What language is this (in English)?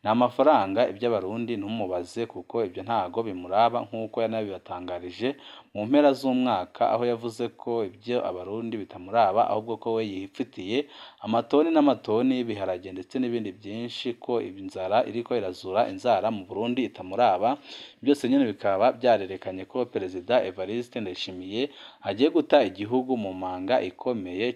Rundi